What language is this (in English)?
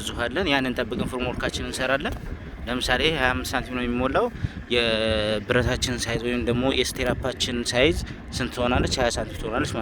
Amharic